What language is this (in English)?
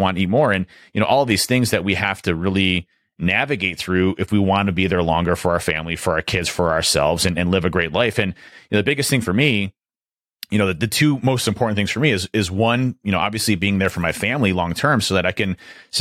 English